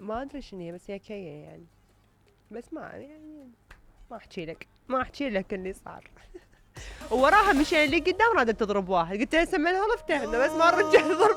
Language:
Mesopotamian Arabic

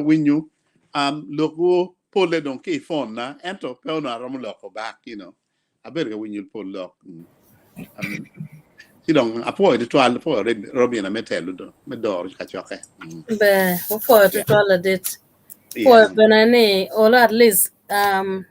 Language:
Acoli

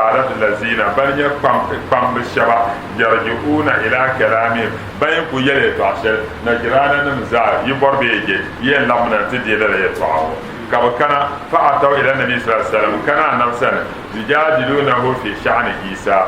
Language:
Dagbani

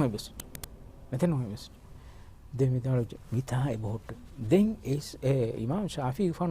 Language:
Divehi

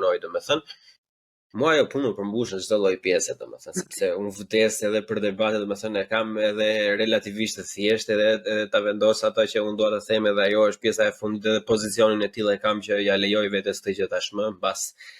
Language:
Albanian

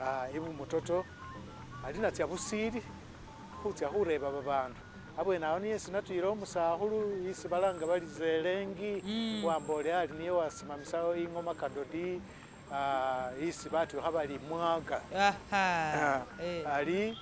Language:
Masaaba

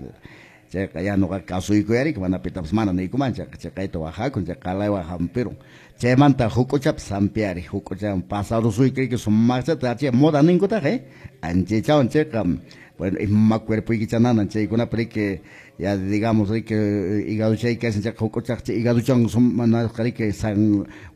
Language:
Quechua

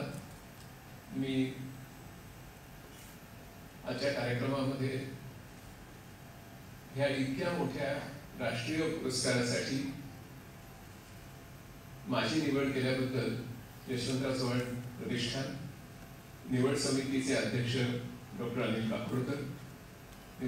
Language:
Marathi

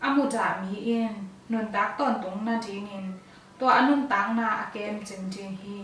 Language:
Tedim Chin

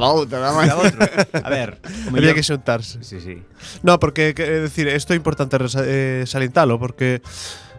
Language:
Galician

